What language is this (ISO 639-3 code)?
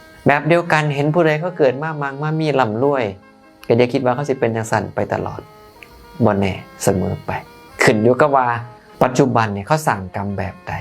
tts